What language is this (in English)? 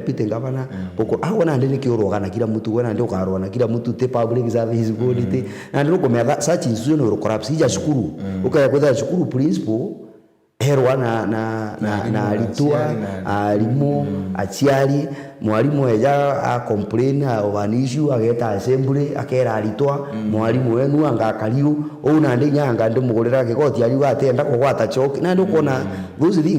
Meru